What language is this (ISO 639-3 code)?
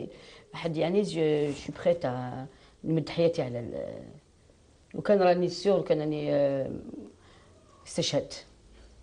arq